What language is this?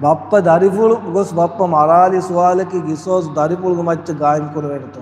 Divehi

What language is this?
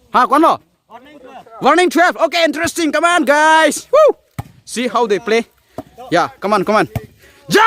Karbi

